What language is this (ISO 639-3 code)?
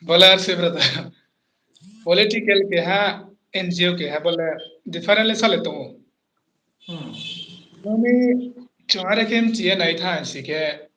ria